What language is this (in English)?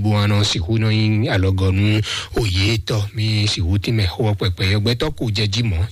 Fon